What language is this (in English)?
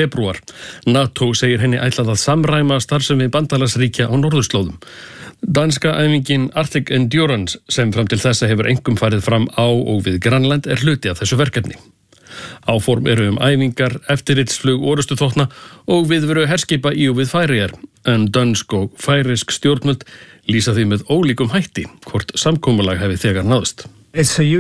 Icelandic